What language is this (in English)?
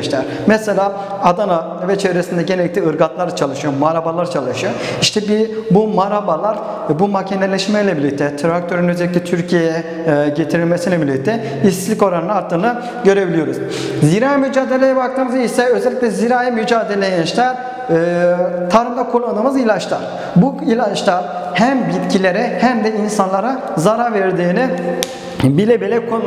Turkish